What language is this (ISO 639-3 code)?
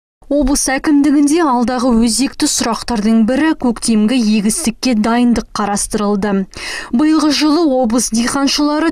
kaz